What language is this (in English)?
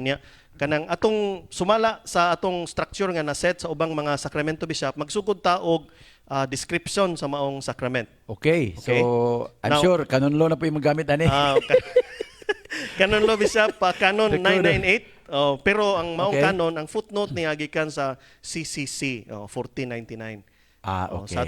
Cebuano